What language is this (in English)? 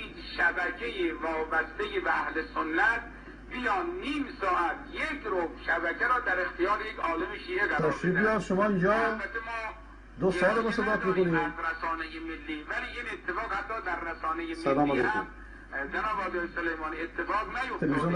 Persian